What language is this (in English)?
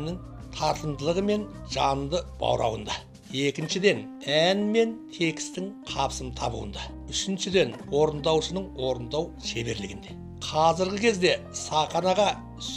Kazakh